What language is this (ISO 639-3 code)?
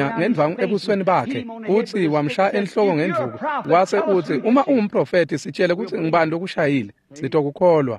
ssw